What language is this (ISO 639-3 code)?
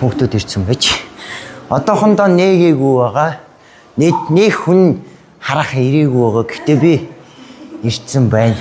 mon